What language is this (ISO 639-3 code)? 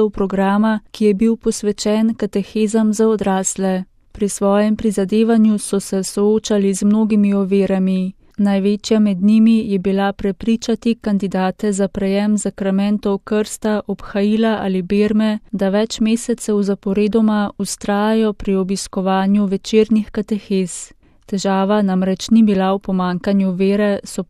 slv